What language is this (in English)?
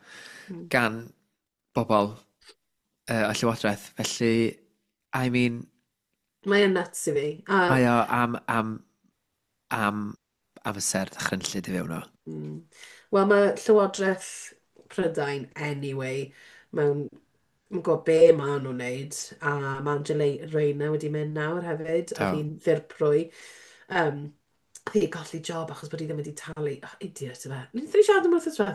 Welsh